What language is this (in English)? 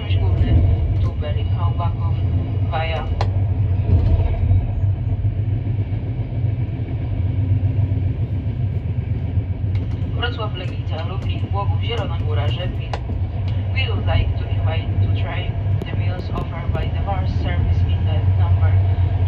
Polish